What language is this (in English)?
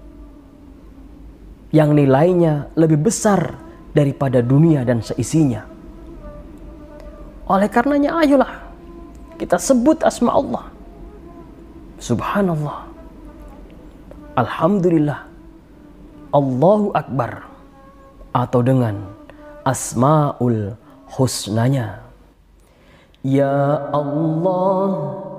Indonesian